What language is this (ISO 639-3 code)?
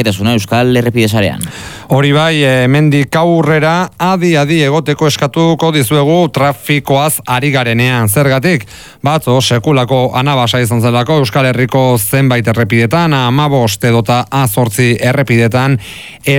eus